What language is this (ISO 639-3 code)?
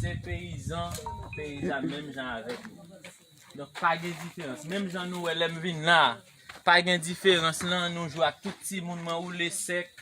hat